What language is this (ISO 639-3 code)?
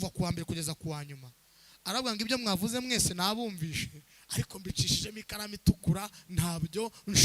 kin